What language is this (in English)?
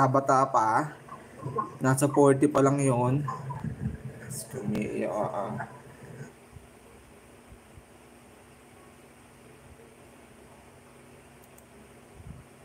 Filipino